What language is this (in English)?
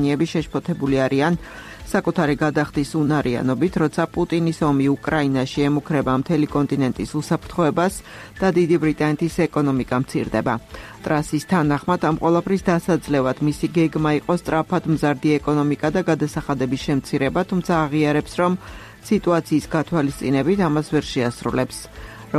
Georgian